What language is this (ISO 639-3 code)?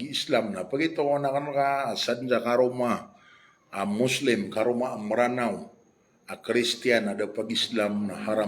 mrw